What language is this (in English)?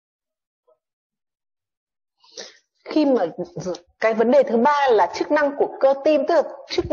Vietnamese